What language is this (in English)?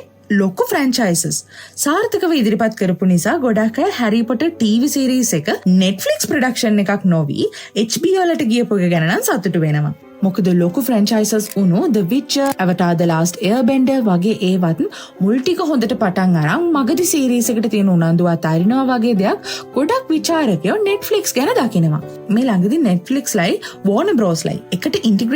Sinhala